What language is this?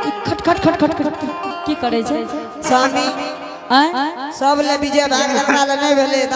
Angika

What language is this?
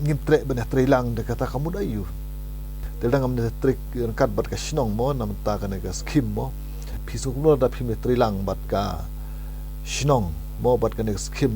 Khasi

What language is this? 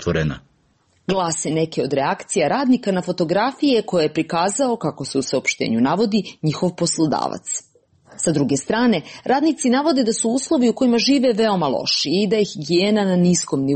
Serbian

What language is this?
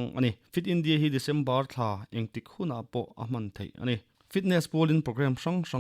Mizo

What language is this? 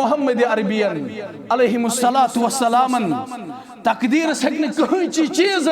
Kashmiri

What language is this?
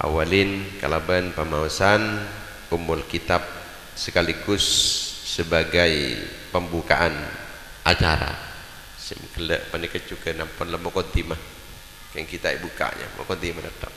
Madurese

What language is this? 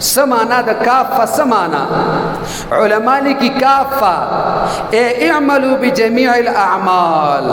Pashto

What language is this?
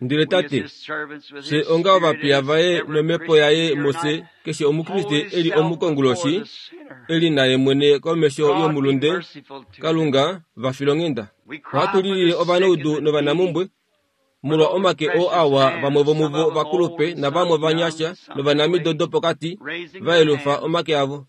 Kuanyama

